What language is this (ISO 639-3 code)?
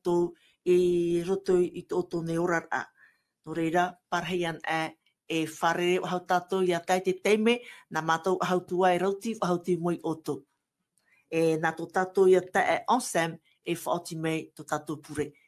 tah